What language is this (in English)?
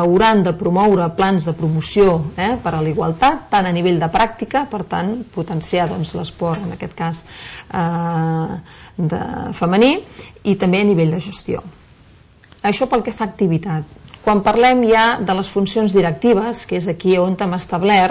Catalan